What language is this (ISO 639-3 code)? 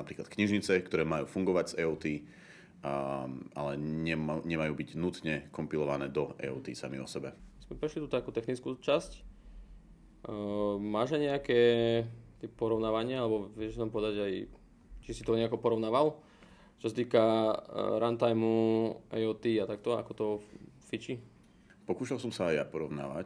slk